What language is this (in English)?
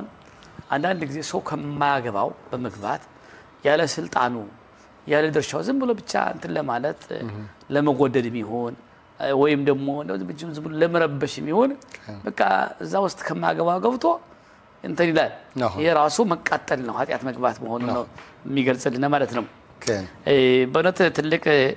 Amharic